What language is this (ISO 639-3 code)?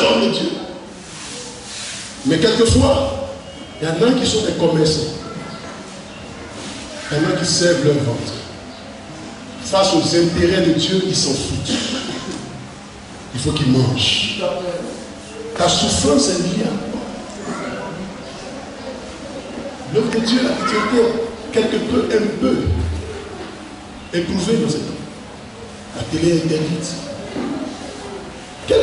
fra